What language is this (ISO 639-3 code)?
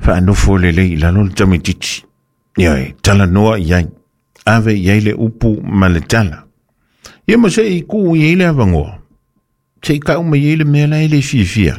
smo